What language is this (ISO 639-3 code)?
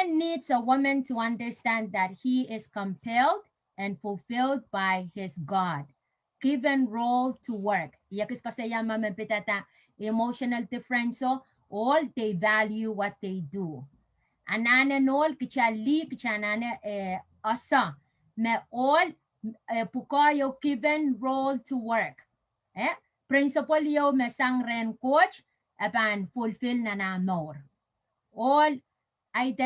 pon